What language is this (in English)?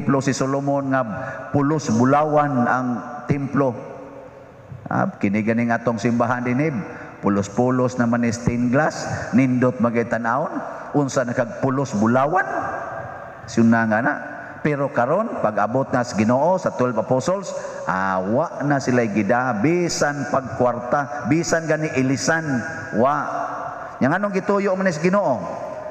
Cebuano